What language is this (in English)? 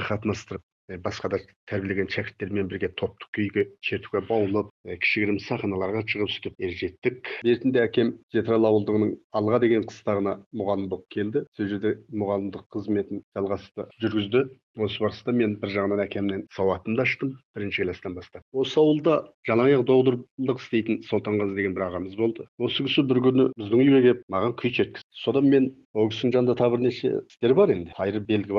Kazakh